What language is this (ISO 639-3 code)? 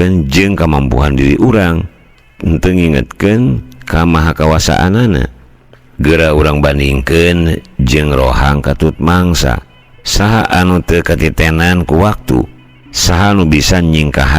sun